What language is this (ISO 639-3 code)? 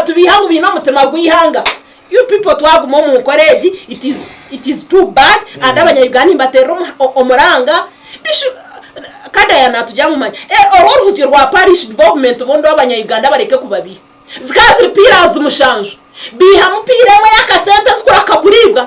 nyn